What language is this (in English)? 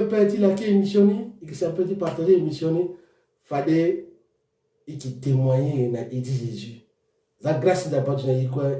Sango